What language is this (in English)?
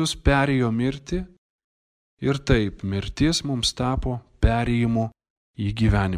Lithuanian